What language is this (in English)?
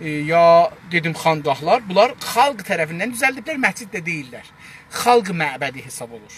South Azerbaijani